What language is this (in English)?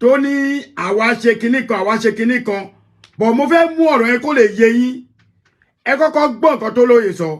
Yoruba